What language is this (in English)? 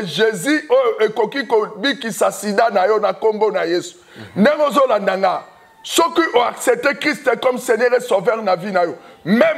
Lingala